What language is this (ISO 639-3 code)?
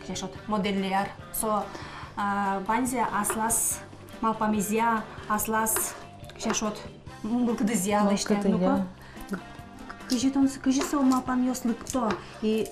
udm